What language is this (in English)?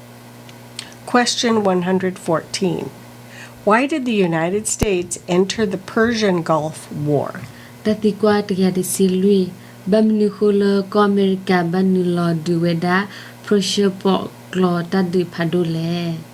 S'gaw Karen